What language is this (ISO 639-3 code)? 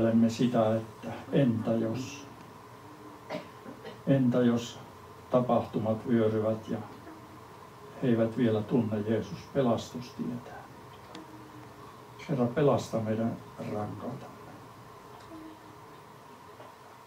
fin